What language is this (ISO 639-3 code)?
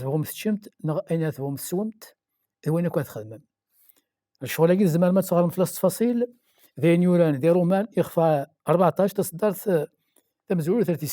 kab